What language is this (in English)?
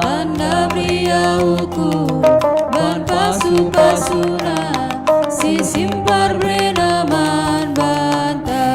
Batak Karo